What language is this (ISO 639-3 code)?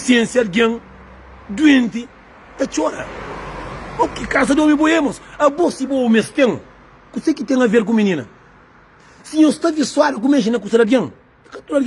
kea